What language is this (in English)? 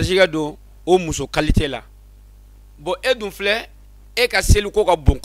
Bambara